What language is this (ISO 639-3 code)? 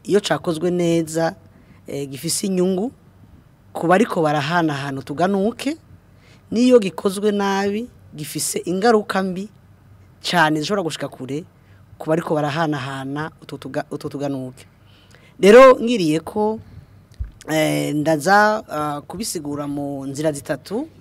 run